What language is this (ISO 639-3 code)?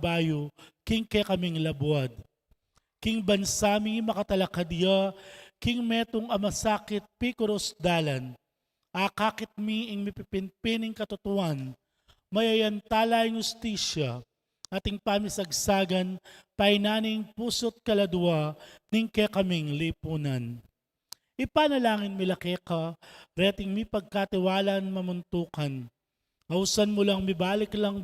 pam